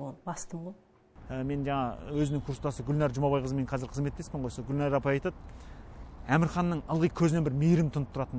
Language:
Kazakh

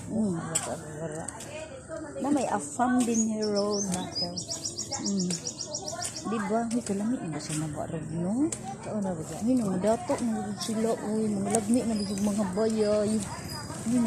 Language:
Cebuano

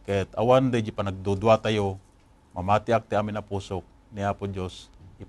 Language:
Iloko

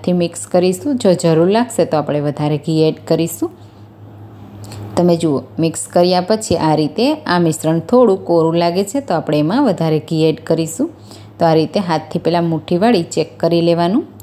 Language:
Gujarati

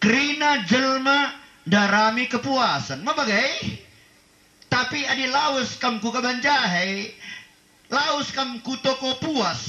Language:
Batak Karo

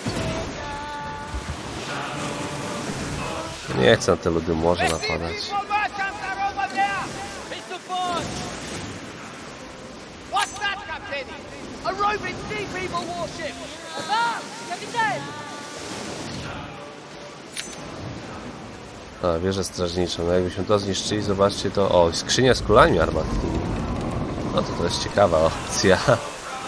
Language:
Polish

